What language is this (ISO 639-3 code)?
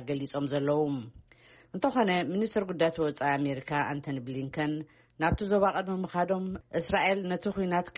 tir